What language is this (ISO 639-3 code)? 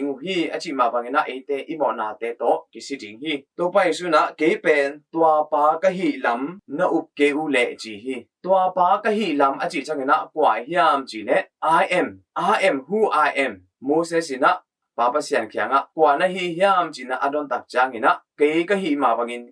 ctd